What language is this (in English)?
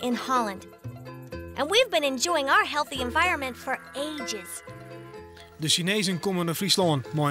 Western Frisian